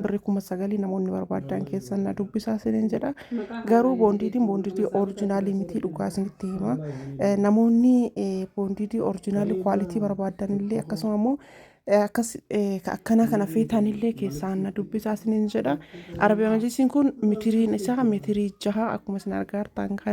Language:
Oromo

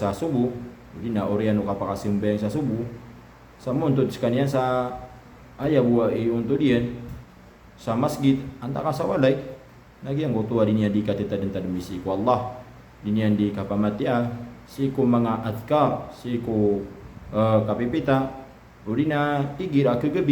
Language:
Maranao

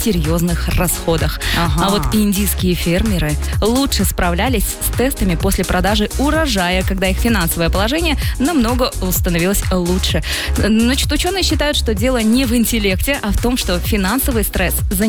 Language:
Russian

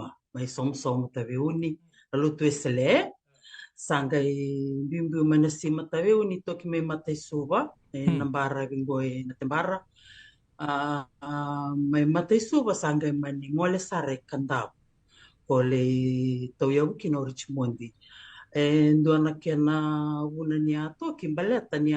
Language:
Fijian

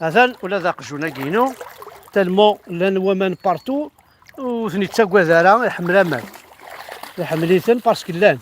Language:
Kabyle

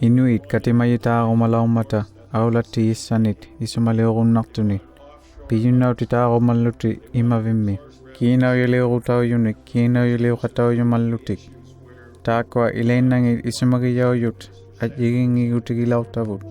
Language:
Inuktitut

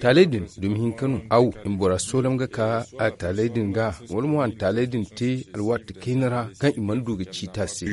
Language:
Zarma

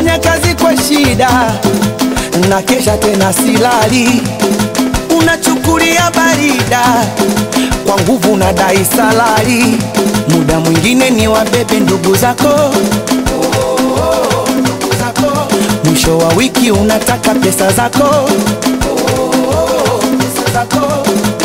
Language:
Swahili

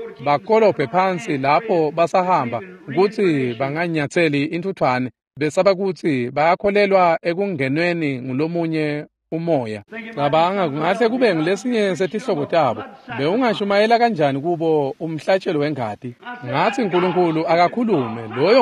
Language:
Swati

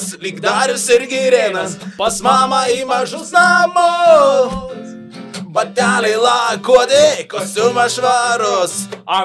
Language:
Lithuanian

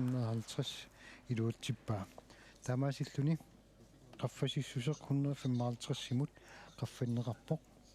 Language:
Kalaallisut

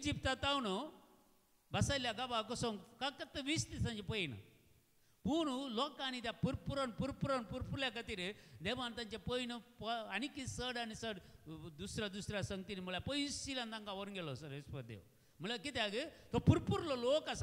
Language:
Konkani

